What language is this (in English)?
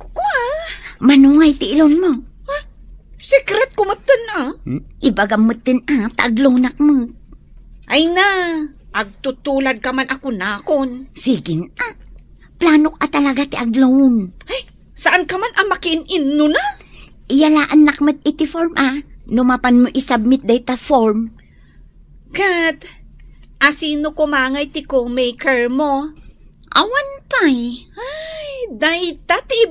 Iloko